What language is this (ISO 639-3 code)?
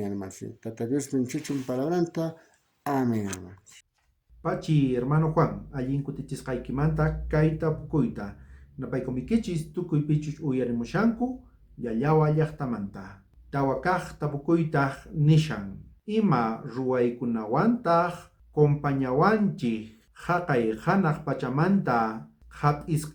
quh